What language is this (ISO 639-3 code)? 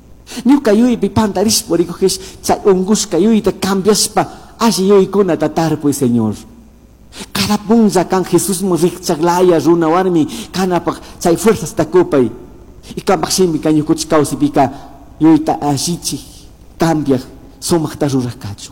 qug